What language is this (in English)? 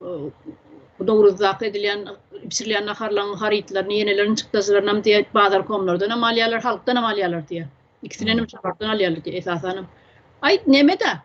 Turkmen